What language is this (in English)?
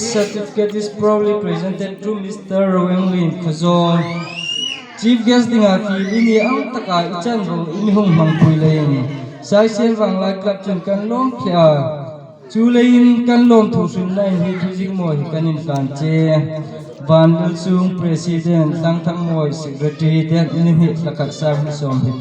Hmar